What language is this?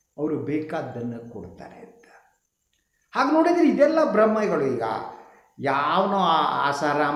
Kannada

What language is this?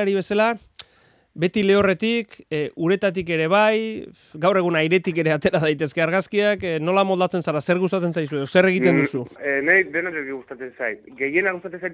Basque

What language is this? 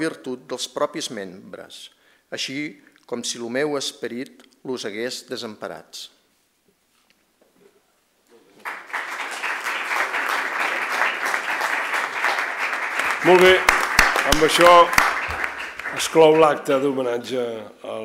Catalan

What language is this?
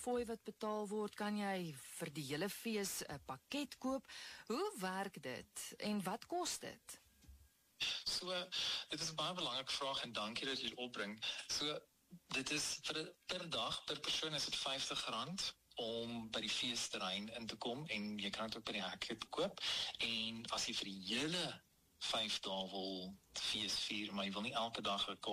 Afrikaans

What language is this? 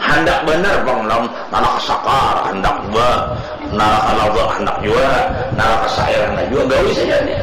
Banjar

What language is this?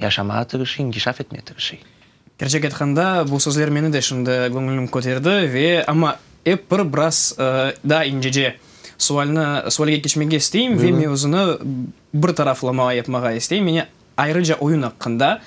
Crimean Tatar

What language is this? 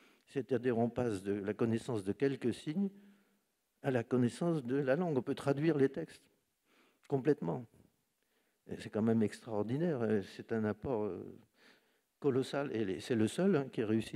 French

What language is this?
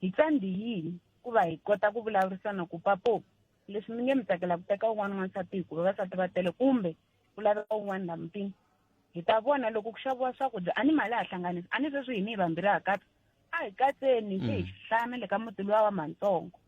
Tsonga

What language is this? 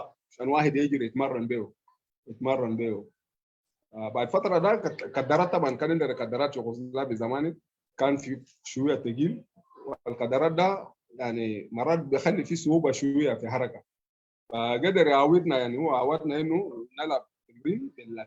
Sudanese Arabic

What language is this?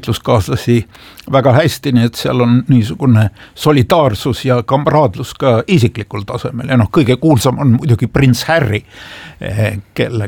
Estonian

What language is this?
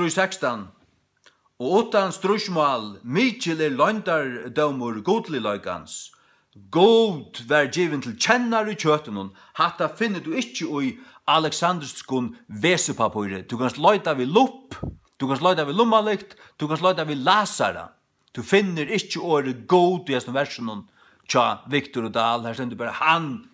Faroese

